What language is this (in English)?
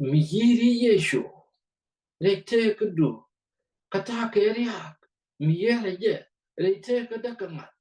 Nuer